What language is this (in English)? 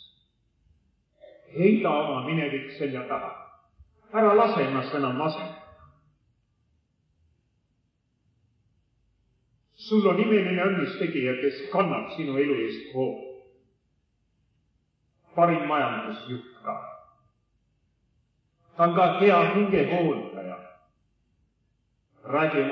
Estonian